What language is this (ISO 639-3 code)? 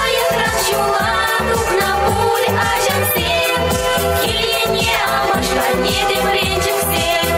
chv